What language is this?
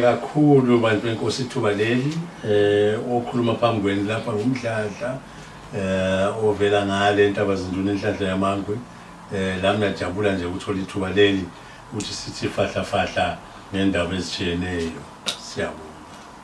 Zulu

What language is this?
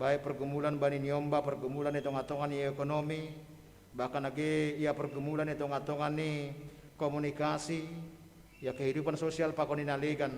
Batak Simalungun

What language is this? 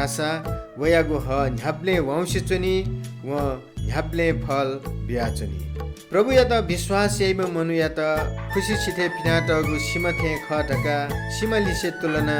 Newari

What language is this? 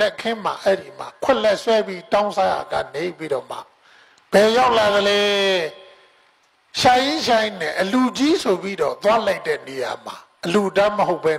Burmese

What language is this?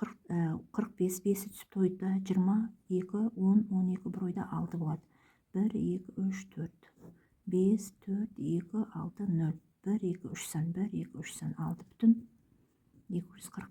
Kazakh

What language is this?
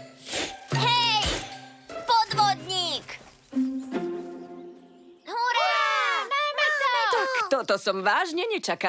Slovak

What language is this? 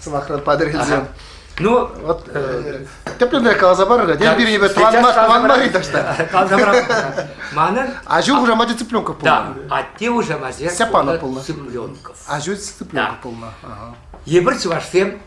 Chuvash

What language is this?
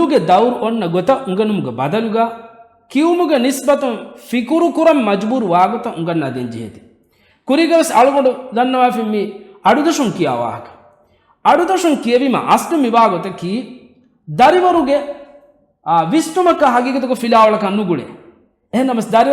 Divehi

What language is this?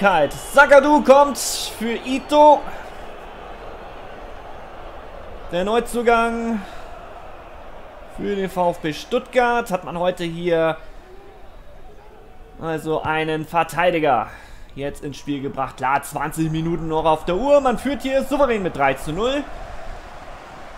German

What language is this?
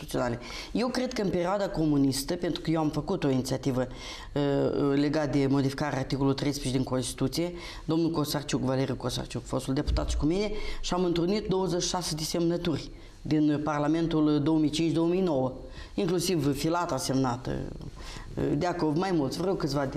Romanian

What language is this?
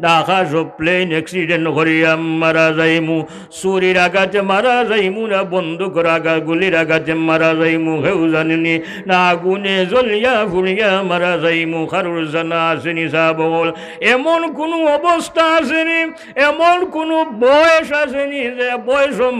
Sylheti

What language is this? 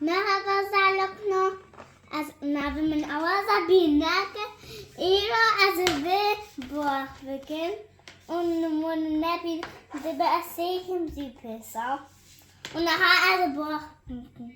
Kurdish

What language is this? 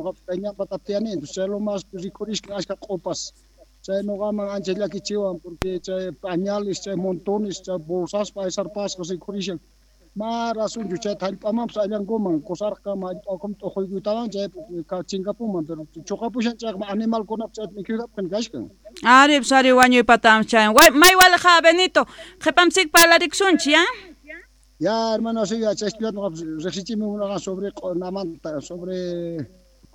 South Bolivian Quechua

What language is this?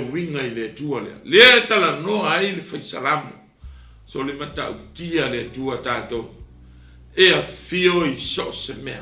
Samoan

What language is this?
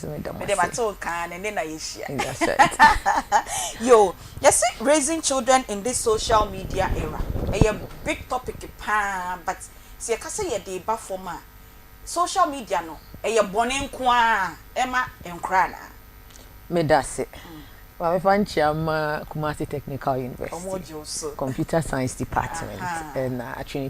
Akan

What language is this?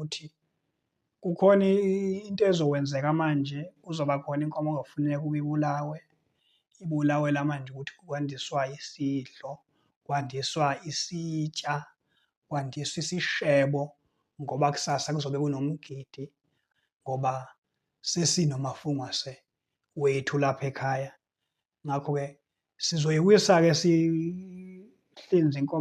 Zulu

